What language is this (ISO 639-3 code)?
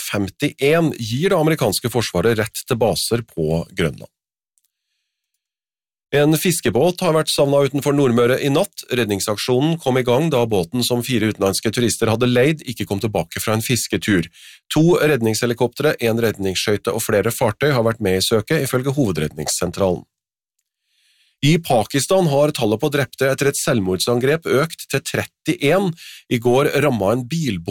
nor